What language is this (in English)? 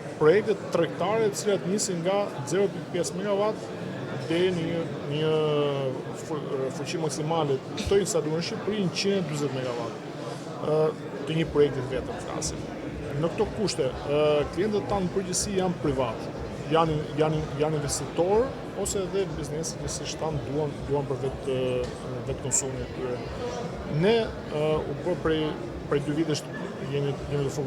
Albanian